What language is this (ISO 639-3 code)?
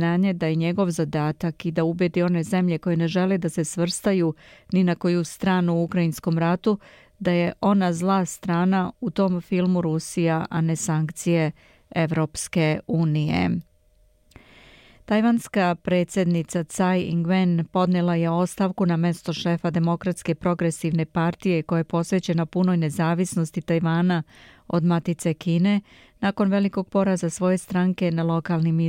srp